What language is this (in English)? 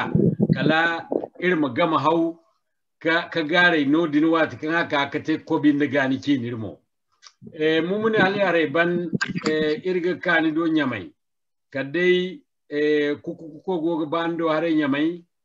Zarma